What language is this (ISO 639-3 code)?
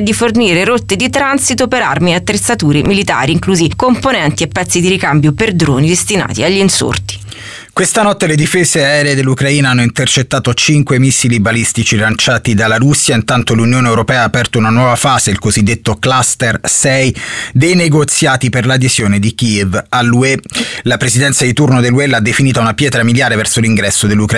ita